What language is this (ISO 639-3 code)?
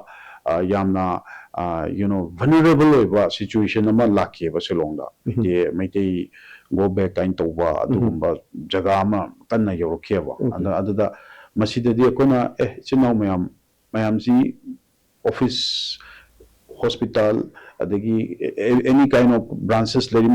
mni